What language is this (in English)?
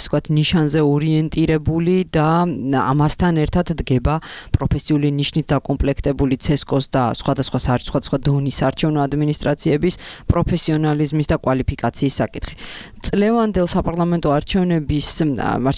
Georgian